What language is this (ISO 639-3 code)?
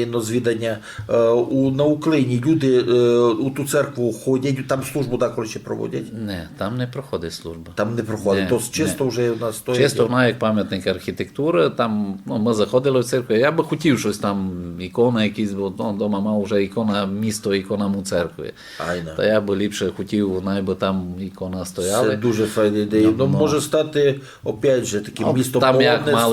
rue